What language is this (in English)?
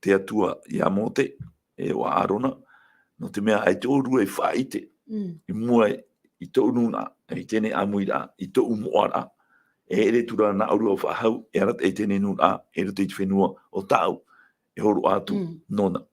Tahitian